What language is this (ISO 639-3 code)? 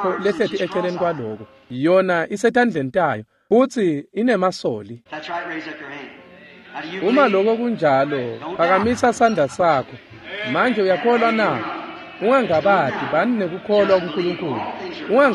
ssw